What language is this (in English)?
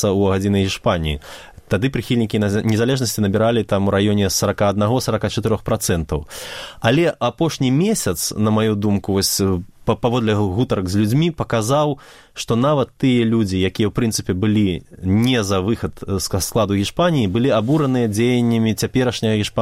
Belarusian